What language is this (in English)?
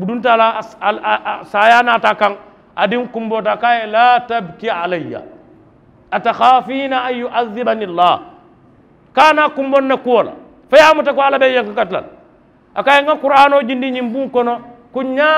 Mandingo